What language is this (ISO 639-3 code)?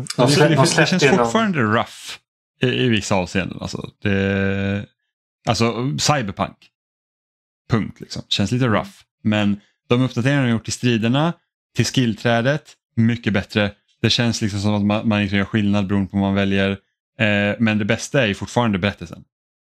swe